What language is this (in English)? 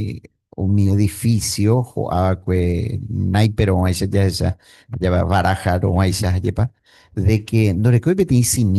Guarani